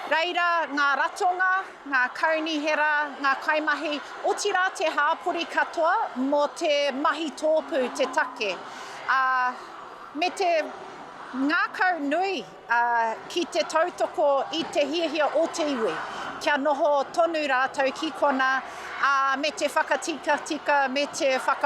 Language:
Māori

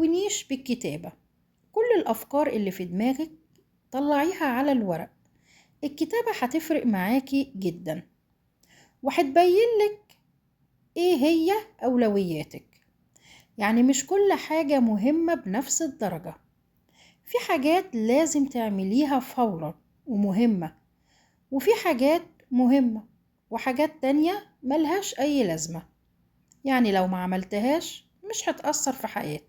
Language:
Egyptian Arabic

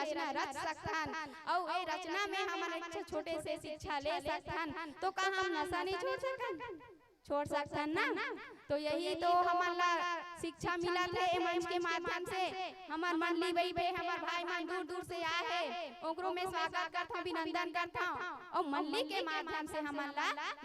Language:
Chhattisgarhi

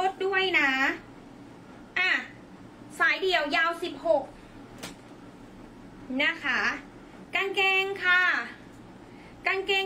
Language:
Thai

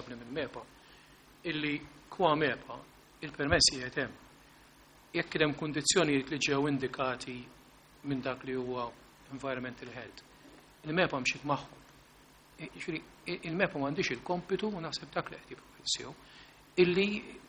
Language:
Maltese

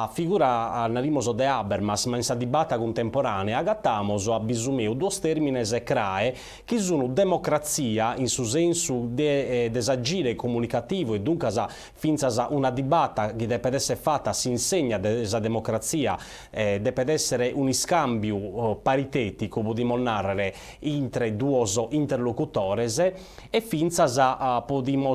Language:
Sardinian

